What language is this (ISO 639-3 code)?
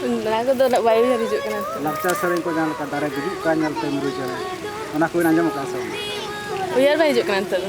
sat